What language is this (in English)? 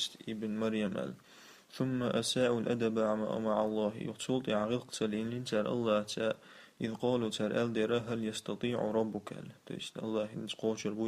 Chechen